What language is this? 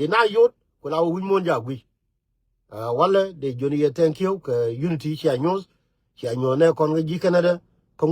Nuer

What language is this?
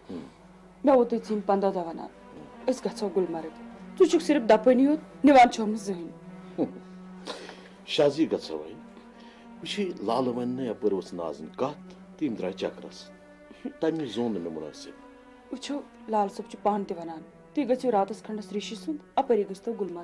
Kashmiri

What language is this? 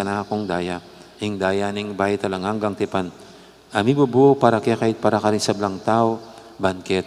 Pampanga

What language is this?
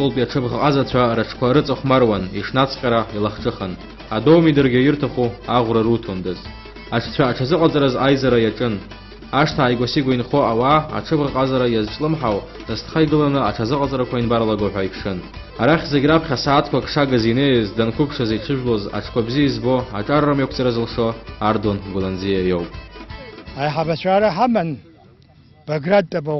Abkhazian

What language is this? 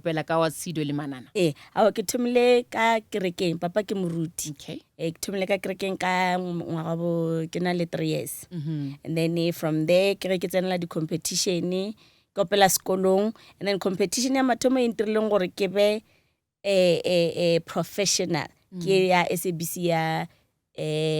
Northern Sotho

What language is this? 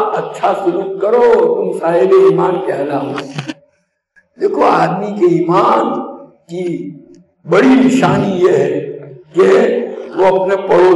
Urdu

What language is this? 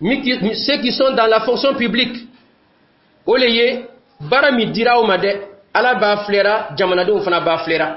Dyula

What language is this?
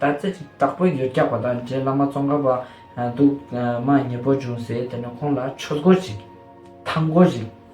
Ladakhi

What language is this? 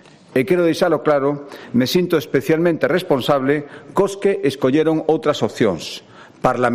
Galician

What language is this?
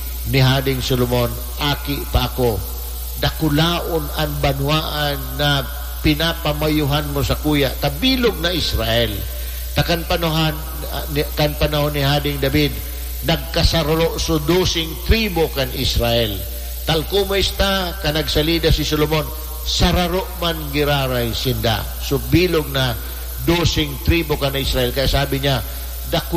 Bikol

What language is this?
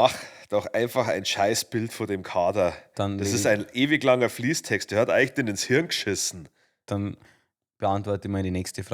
Bavarian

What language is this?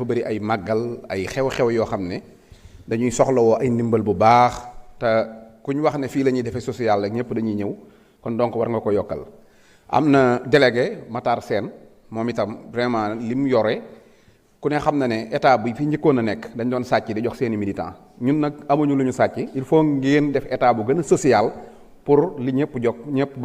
Wolof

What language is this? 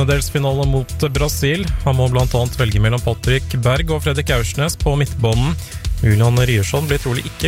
Norwegian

